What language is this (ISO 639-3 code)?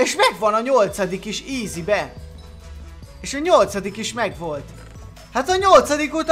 hun